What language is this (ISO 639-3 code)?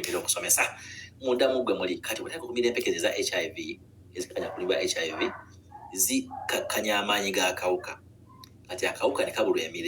lug